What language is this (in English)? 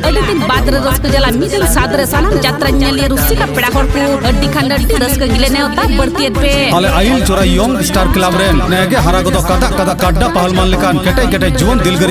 Santali